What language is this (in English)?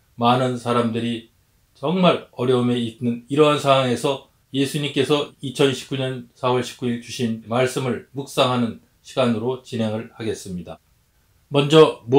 Korean